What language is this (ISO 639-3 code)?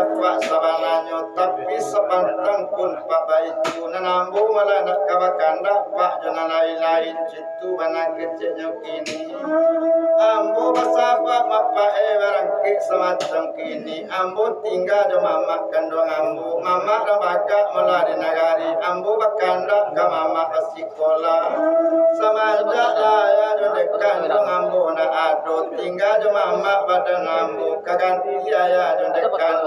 min